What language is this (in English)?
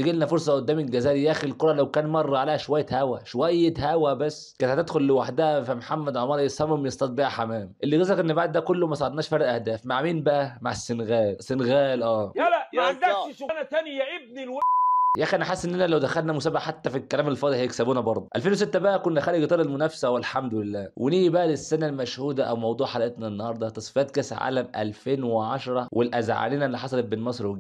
Egyptian Arabic